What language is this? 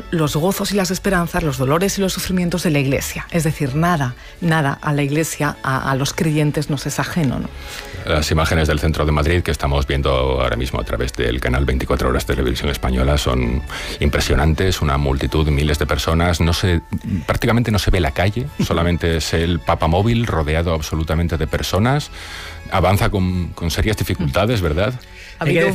Spanish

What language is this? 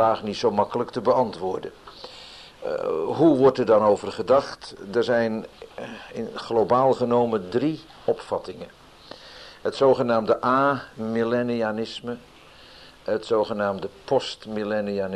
Dutch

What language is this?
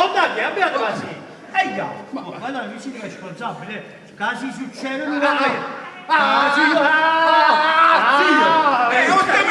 Neapolitan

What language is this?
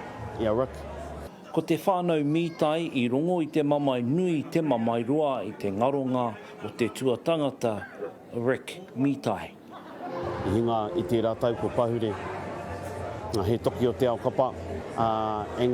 Māori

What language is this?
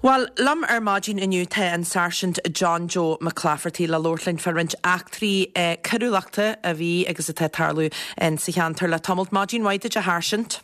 Irish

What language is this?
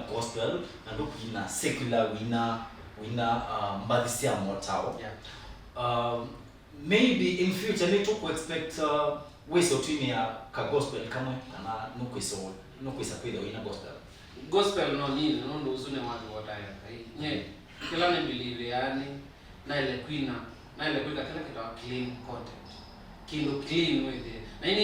Kamba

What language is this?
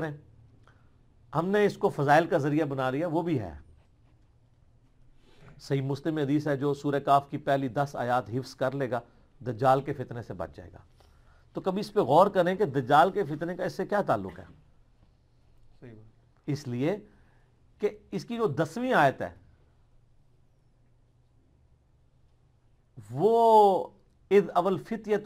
Urdu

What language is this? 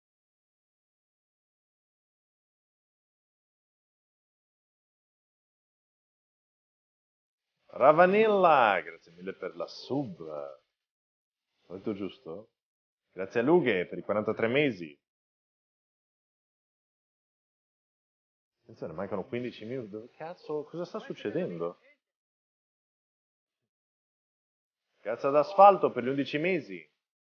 Italian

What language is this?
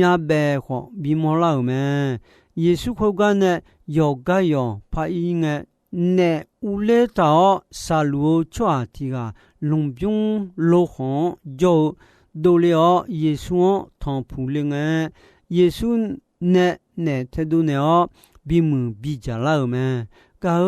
Akha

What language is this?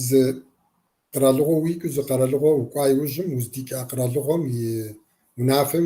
Kabardian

